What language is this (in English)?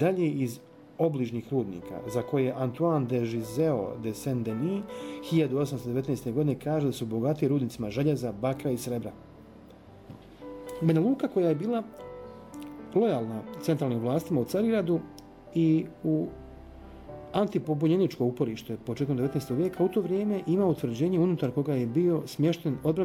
Bosnian